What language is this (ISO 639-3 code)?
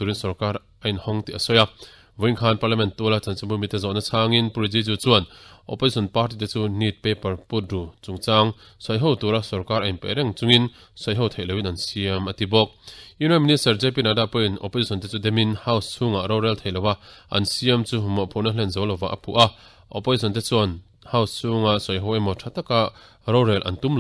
lus